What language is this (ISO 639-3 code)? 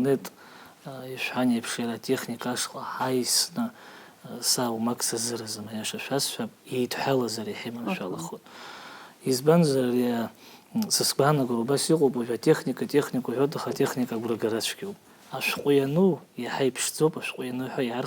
abk